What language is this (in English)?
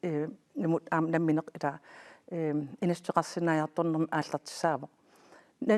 Kalaallisut